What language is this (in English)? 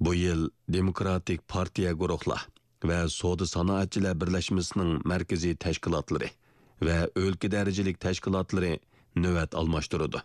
Uyghur